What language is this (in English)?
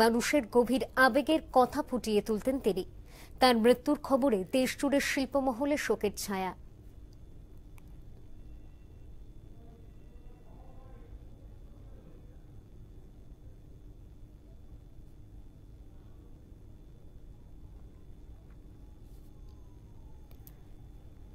Bangla